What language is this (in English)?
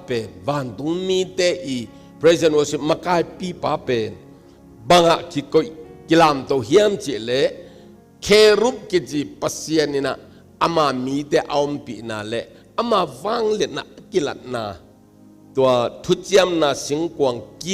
Tedim Chin